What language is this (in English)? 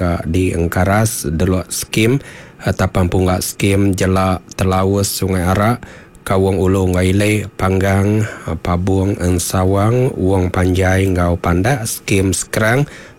Iban